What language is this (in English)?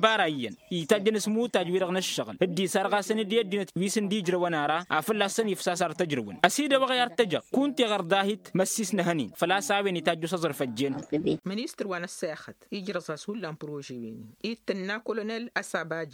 Tamasheq